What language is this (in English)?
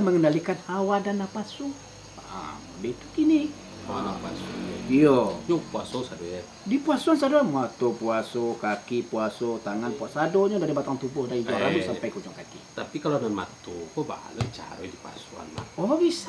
Minangkabau